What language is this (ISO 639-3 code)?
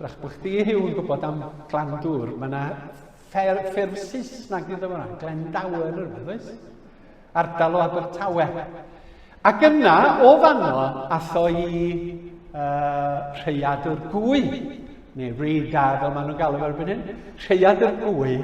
cym